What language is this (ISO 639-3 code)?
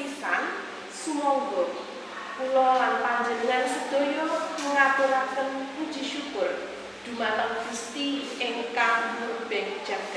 jav